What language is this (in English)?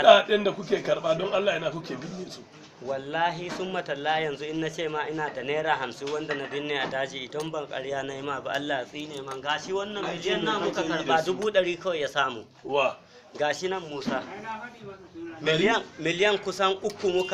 Hausa